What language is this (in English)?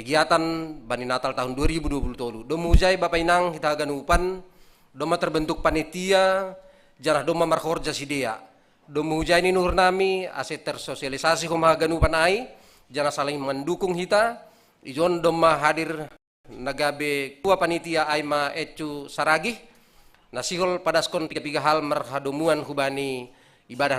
Batak Simalungun